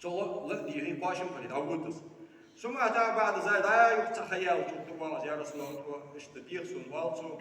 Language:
Ingush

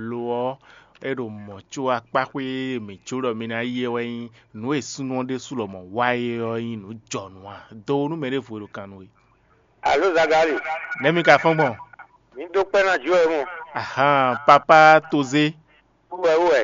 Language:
Fon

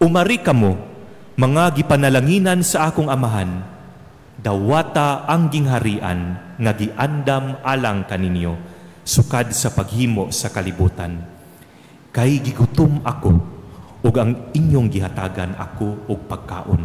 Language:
Cebuano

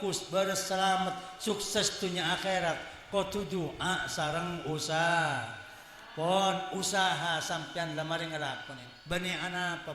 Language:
Madurese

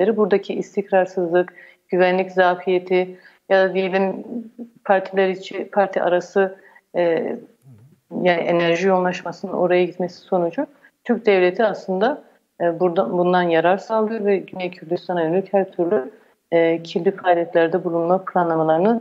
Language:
Turkish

